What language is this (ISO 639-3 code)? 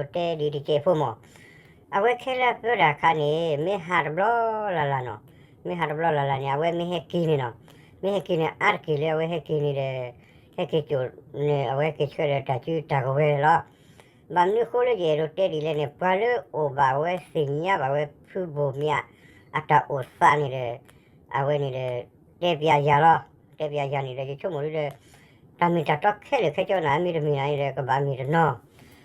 ksw